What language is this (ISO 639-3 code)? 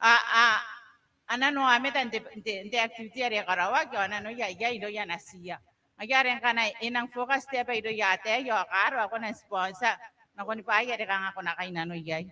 gil